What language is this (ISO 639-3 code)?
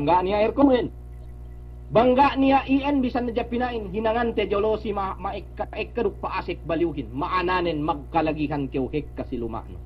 yka